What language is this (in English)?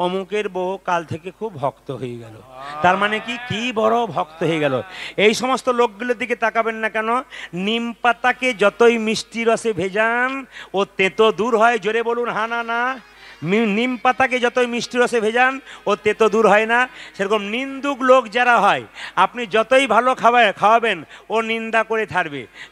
Bangla